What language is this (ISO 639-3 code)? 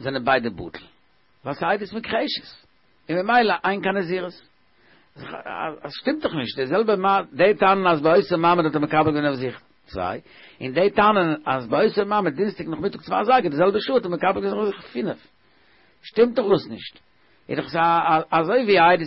yid